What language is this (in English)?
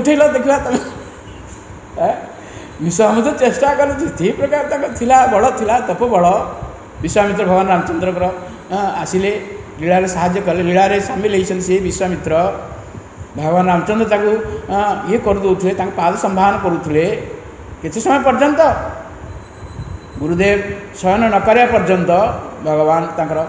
Odia